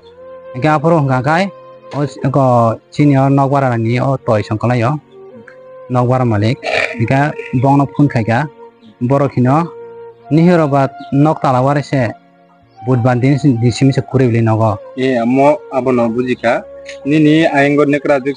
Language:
Riang (India)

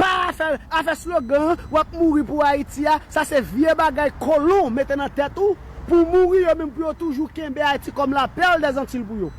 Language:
Haitian Creole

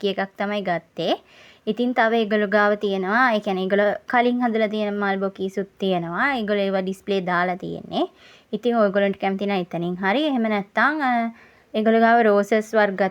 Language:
Sinhala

